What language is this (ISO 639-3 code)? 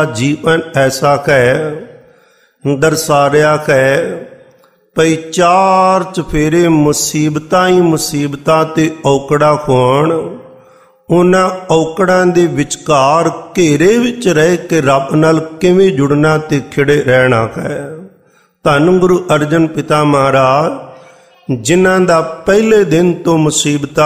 pan